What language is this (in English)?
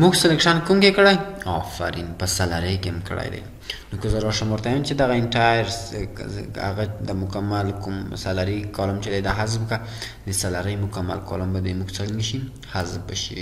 Pashto